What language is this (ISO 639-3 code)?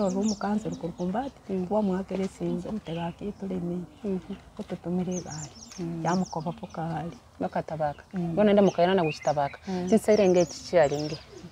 guz